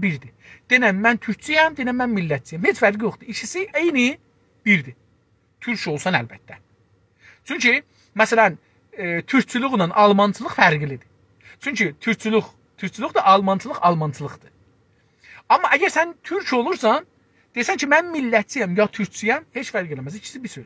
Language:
South Azerbaijani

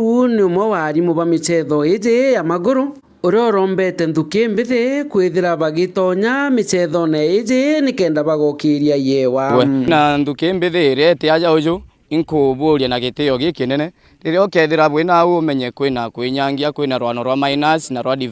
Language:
Meru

